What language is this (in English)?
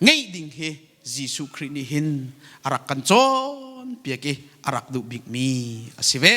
Hakha Chin